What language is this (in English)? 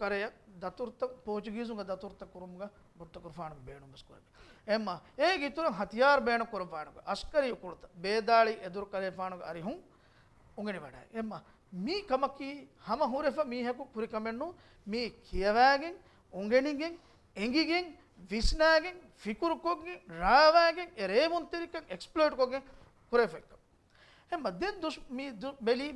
Divehi